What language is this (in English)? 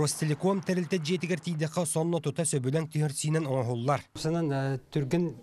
Yakut